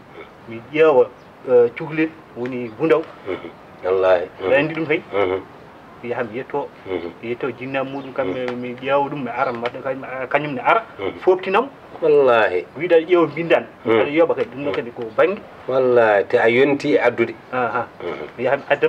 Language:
Fula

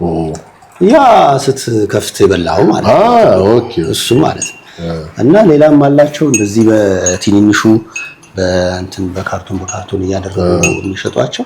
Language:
Amharic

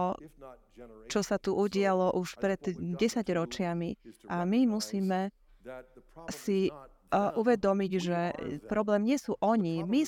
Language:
Slovak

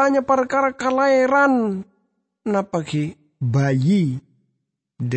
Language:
Madurese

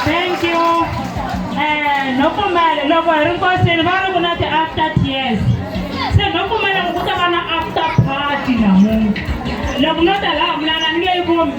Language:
Tsonga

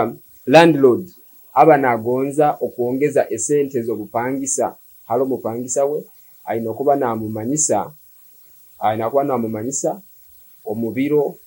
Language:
Nyoro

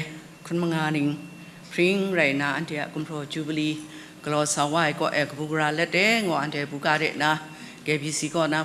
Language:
Kachin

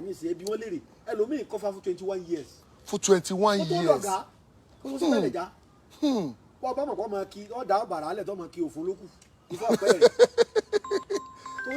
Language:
Yoruba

